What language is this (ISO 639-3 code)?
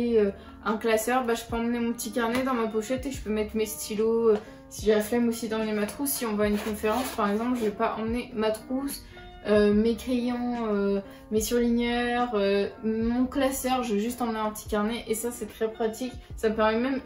fra